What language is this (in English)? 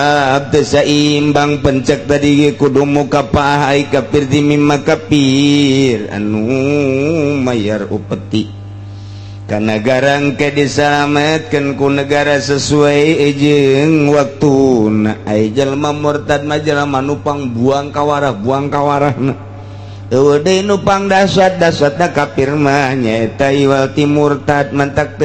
Sundanese